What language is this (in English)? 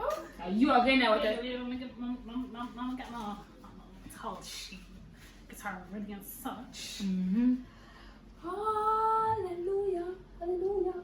Jamaican Creole English